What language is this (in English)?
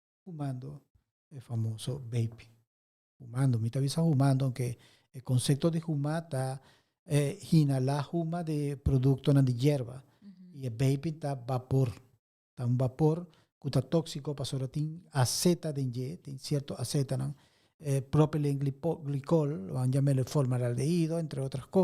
Papiamento